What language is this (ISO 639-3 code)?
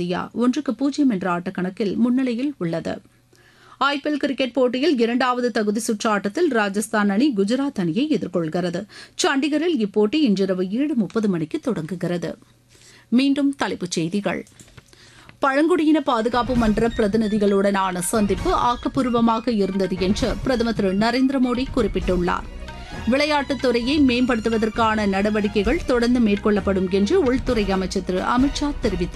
tam